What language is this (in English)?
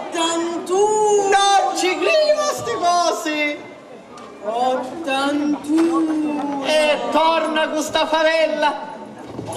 Sicilian